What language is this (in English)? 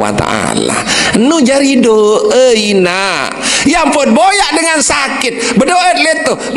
Sasak